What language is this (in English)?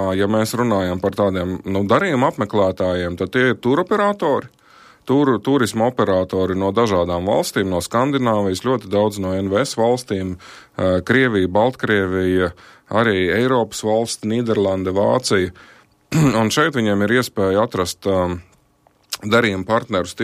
Latvian